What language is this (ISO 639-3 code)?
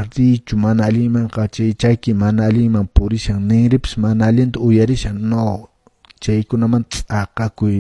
que